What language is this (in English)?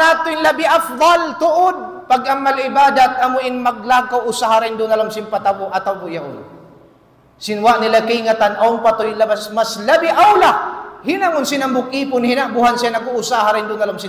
Tausug